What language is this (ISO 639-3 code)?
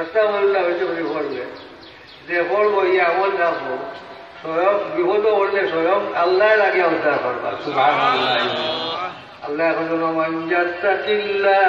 syl